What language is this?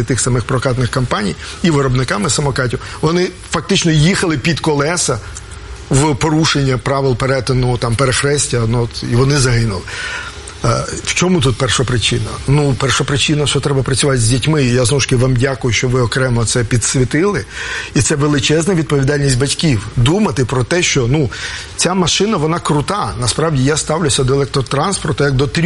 Ukrainian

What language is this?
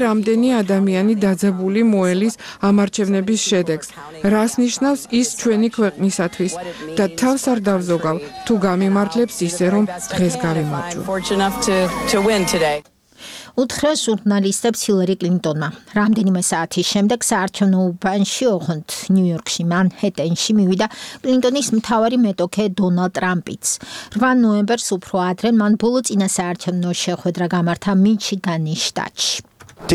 Georgian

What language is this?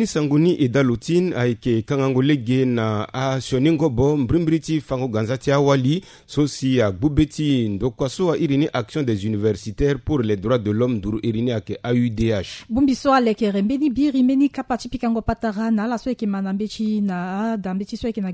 Sango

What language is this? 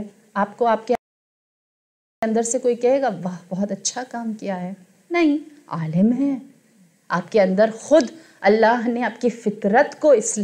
Urdu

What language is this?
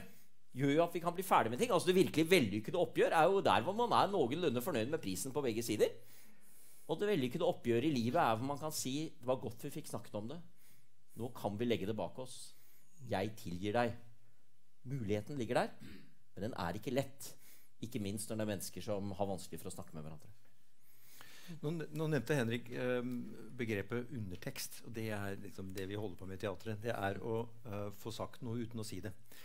Norwegian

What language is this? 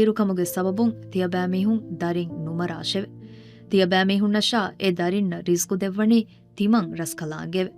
Divehi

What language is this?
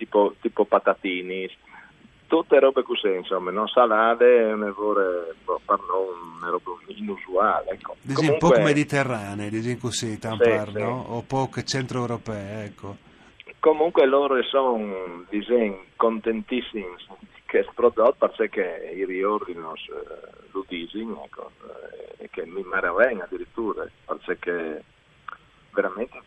Friulian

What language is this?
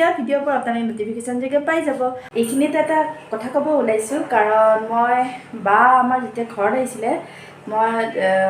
Assamese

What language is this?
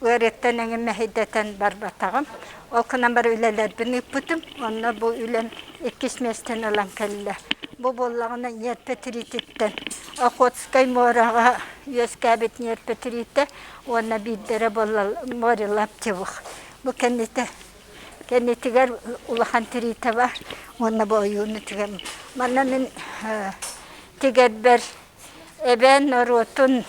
Yakut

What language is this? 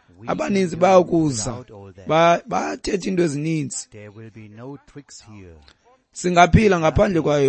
Xhosa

